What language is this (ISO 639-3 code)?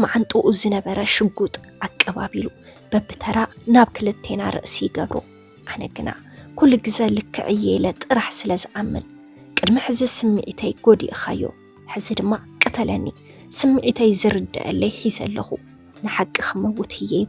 tir